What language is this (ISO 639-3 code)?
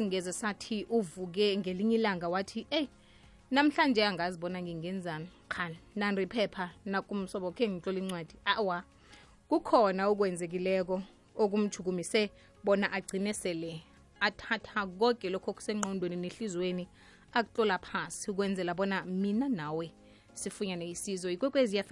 nbl